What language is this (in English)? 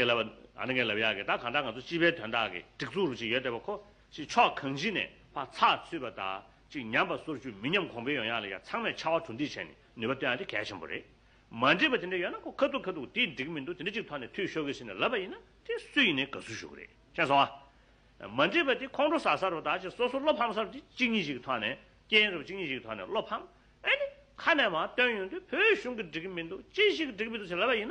Tibetan